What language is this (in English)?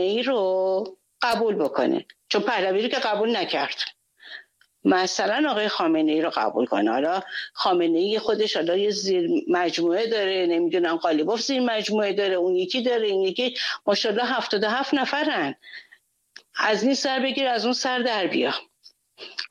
Persian